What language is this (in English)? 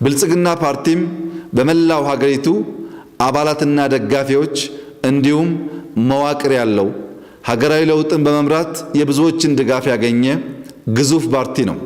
Amharic